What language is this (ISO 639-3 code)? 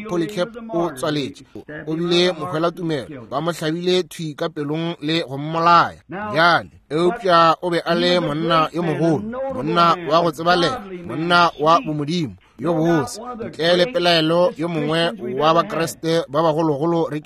nso